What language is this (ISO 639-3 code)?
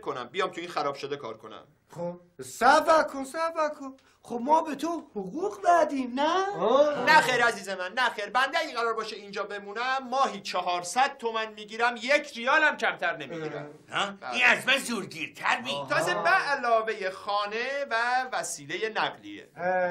fas